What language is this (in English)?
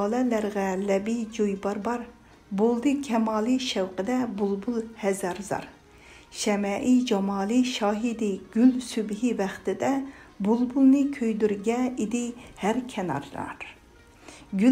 Uyghur